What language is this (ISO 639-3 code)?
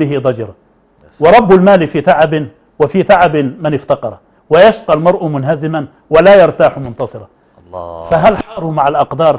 ara